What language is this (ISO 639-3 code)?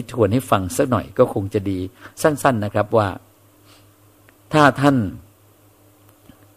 tha